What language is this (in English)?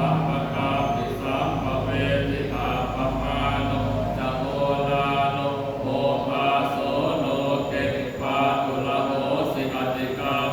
Pali